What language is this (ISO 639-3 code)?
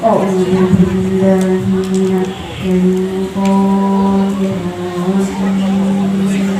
min